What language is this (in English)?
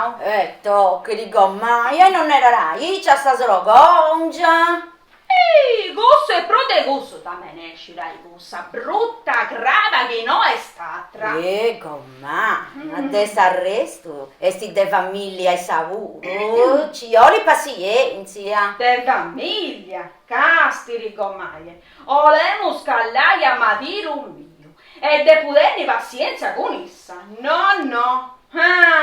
Sardinian